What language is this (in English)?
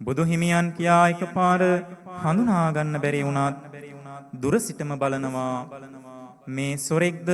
Sinhala